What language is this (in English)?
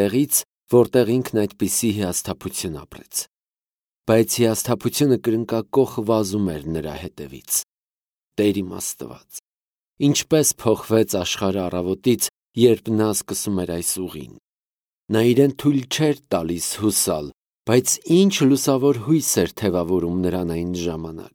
Armenian